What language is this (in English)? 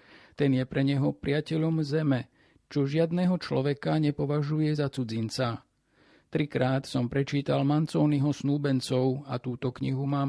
Slovak